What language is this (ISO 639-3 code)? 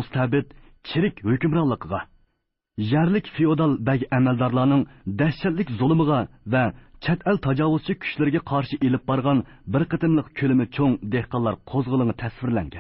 uig